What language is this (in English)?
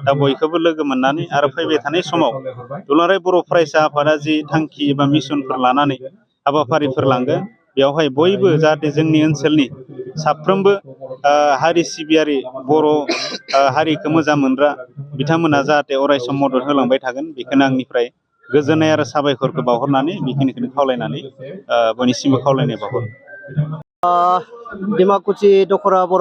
Bodo